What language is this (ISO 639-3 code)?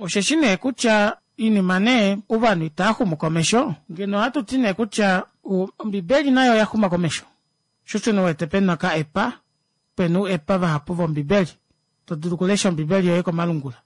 kua